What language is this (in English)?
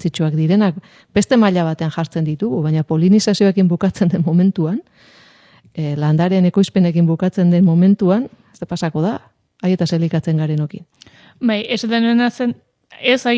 Basque